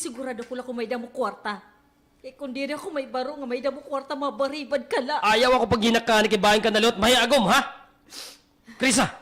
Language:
Waray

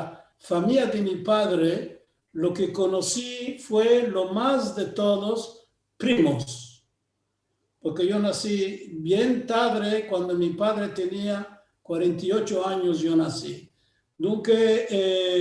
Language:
Ladino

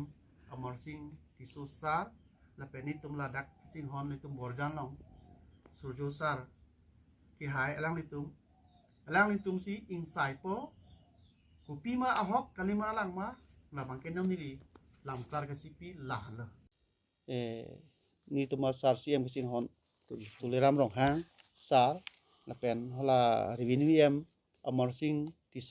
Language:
Karbi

